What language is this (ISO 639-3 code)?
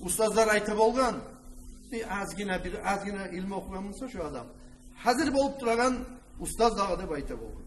kum